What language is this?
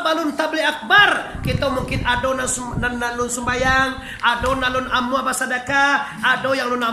Minangkabau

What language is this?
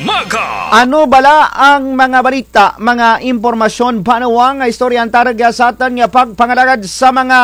Kinaray-a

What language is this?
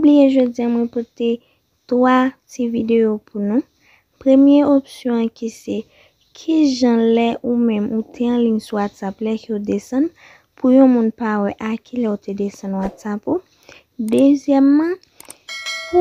Haitian Creole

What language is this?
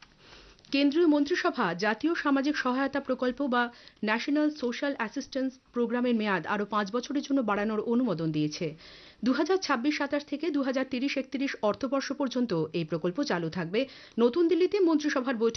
Bangla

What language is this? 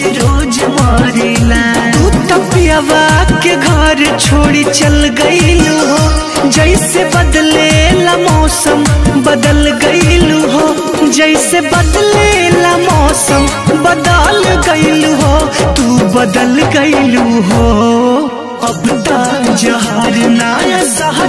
Bhojpuri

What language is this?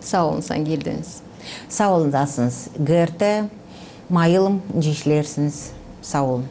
Gagauz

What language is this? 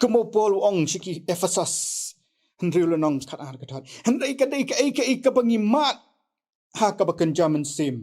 Khasi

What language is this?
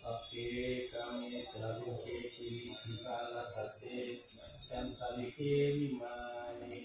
Pali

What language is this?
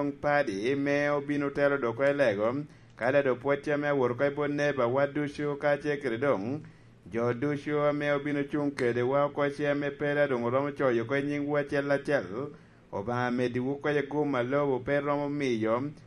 Lango (Uganda)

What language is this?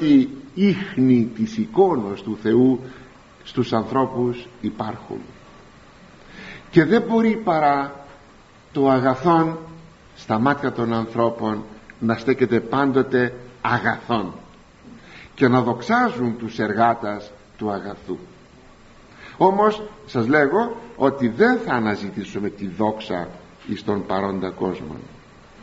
Greek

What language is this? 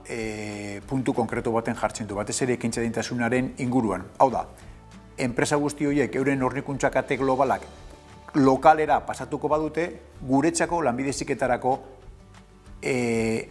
Basque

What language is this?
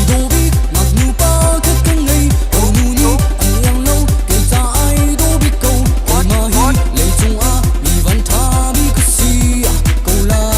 Hakha Chin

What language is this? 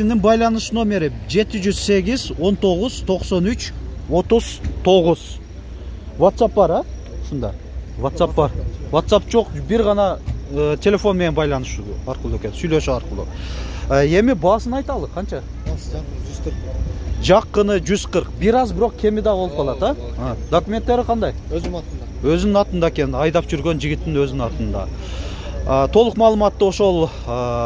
Kyrgyz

